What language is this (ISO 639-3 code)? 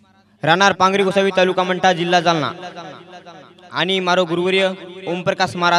lmn